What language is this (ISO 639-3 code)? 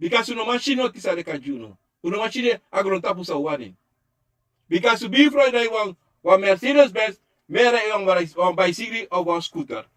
srn